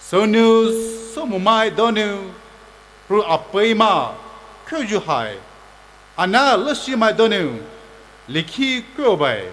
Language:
Poumei Naga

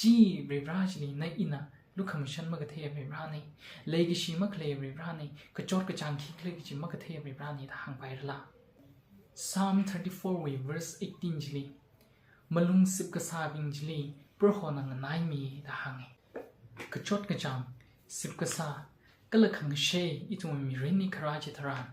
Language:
Tangkhul Naga (India)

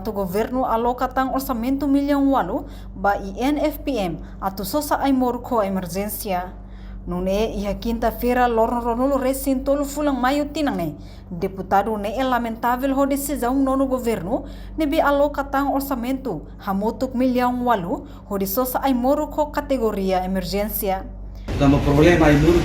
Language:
Tetum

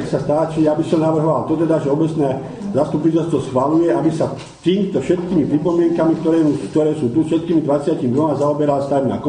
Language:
Slovak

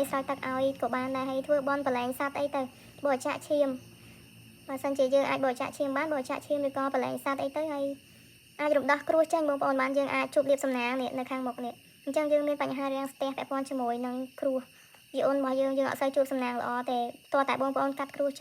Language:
Khmer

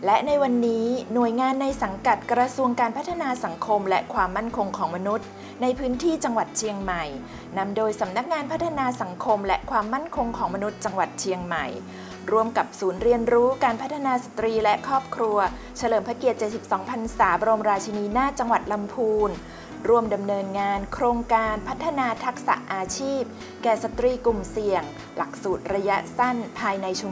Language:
Thai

